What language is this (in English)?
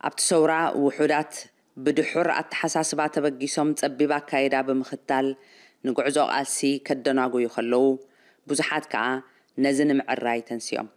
Tigrinya